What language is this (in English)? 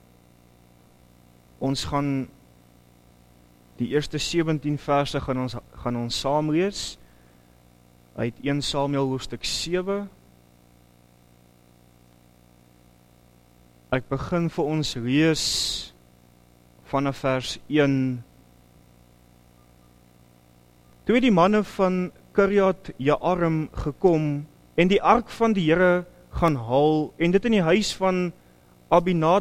Afrikaans